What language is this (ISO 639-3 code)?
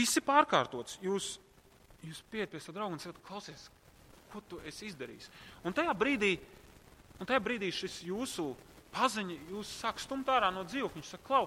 lav